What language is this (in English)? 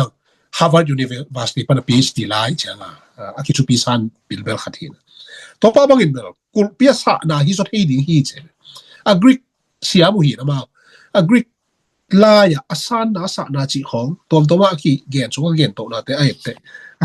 Tedim Chin